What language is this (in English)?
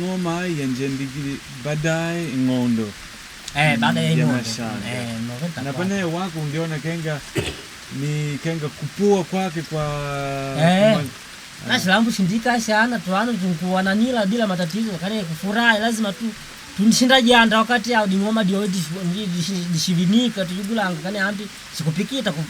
Makonde